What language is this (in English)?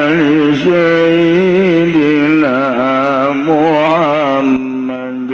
Sundanese